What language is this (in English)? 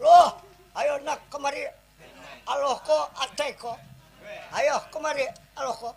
Banjar